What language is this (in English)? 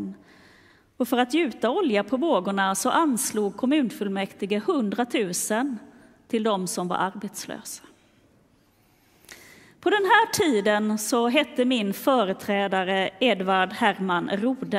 Swedish